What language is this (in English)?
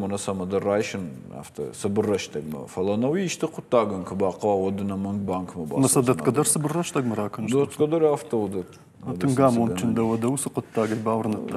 Ossetic